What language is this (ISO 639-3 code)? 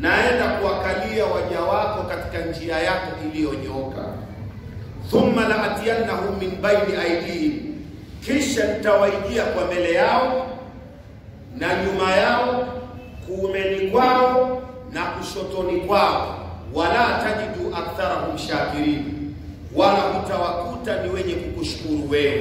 swa